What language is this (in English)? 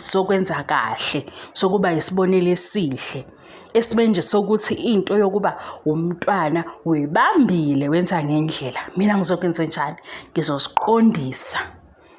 Zulu